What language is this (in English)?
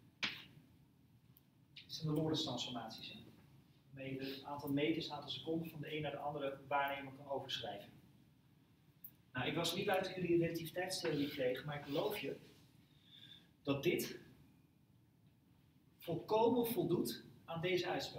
Dutch